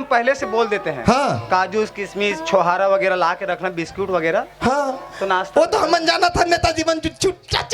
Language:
Chhattisgarhi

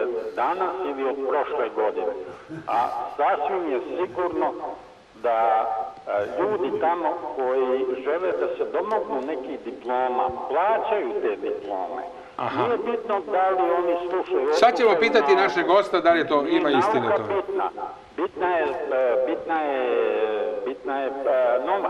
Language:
Serbian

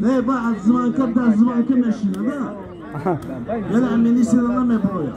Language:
Tajik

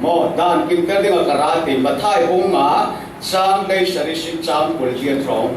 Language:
Falam Chin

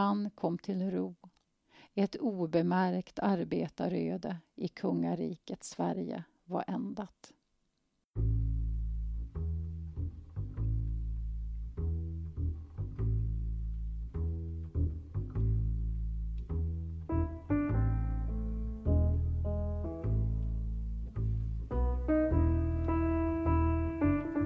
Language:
Swedish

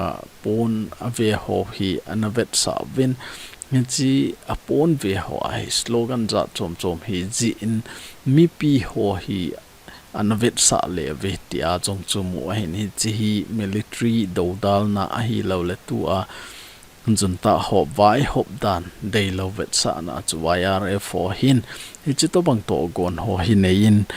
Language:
Thado Chin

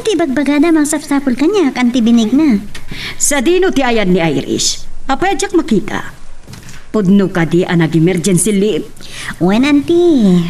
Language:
Iloko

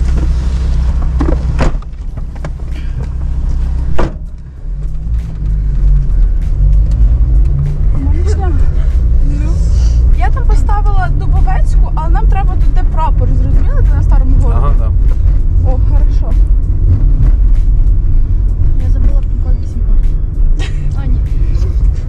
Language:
Ukrainian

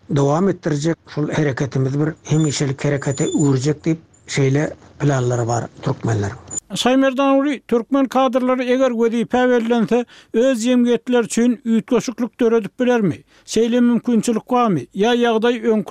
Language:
Turkmen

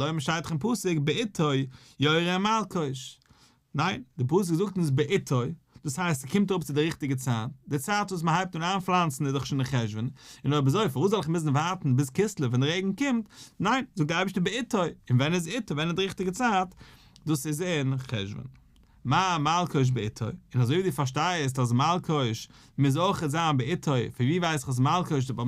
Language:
Yiddish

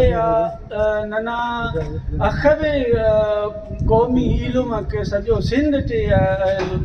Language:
Brahui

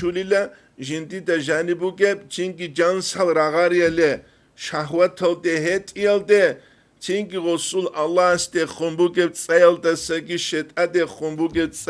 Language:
Avaric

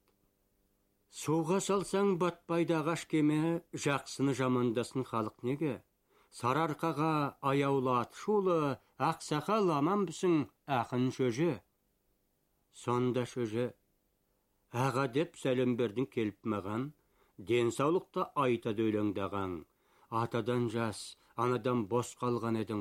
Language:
Kazakh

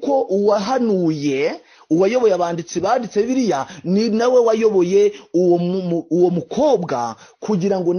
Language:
Kinyarwanda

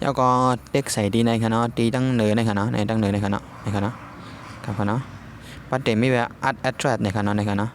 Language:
Shan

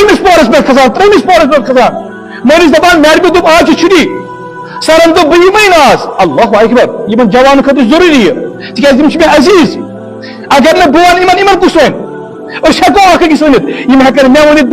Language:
Kashmiri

